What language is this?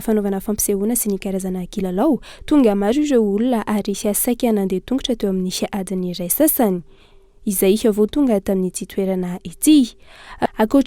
Malagasy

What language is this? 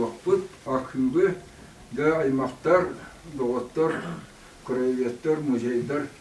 Yakut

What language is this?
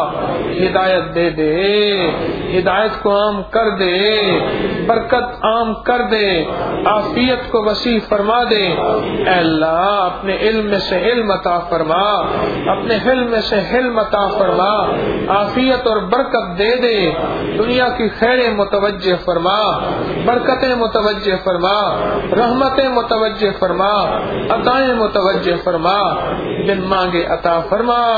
Urdu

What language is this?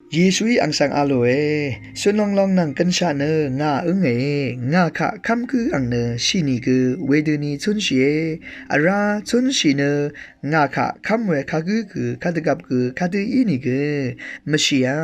Rawang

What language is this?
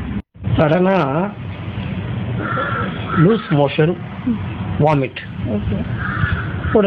Tamil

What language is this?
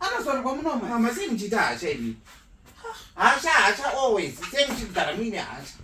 Shona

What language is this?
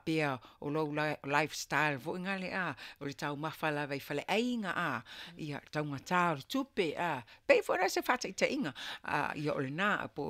Samoan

